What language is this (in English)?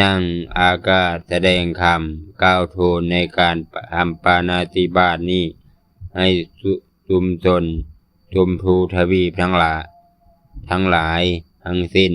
Lao